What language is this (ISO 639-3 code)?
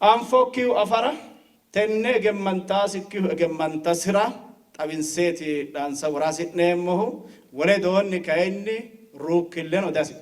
sid